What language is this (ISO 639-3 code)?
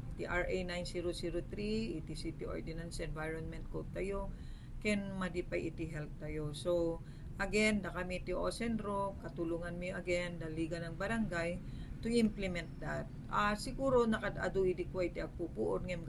ilo